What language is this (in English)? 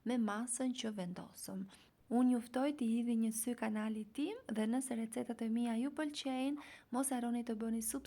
Albanian